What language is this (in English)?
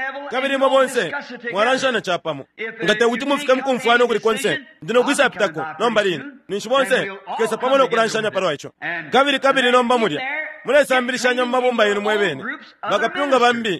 Bemba